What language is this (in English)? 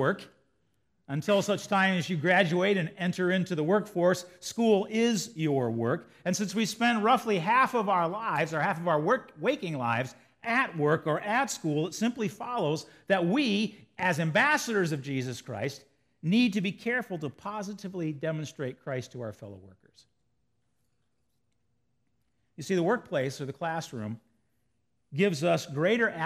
English